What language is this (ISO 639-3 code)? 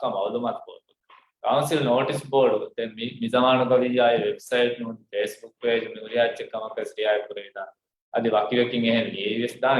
div